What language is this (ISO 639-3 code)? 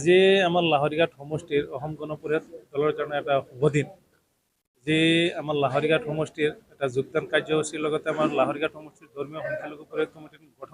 asm